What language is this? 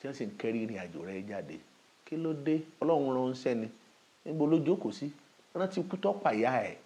Yoruba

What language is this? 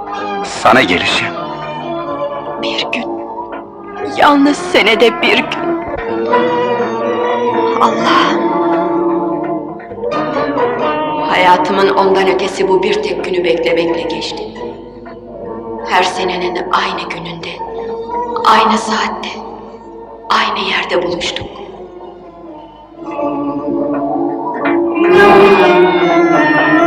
Turkish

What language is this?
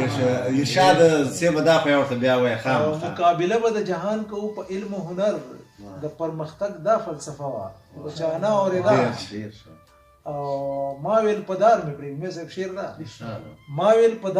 Pashto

